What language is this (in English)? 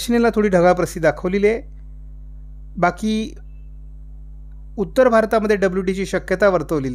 Marathi